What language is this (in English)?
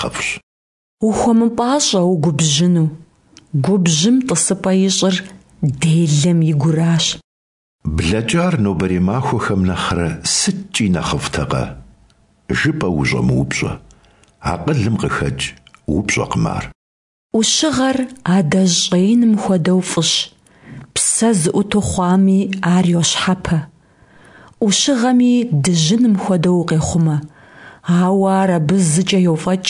Kabardian